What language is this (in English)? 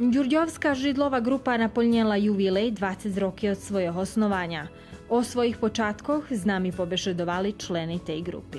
Rusyn